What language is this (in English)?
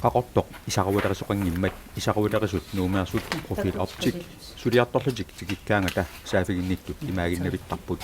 Kalaallisut